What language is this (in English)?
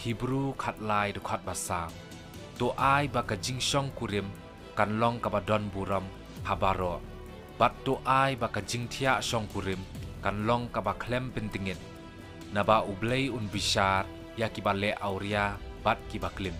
Khasi